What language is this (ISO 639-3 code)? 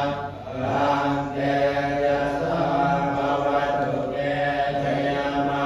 pli